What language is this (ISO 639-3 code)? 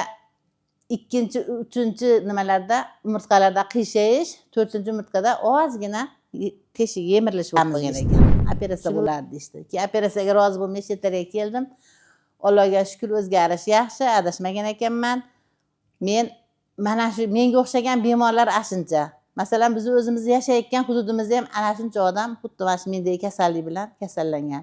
uzb